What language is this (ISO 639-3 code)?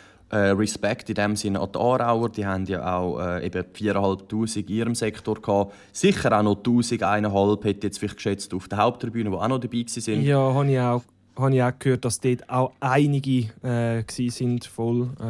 gsw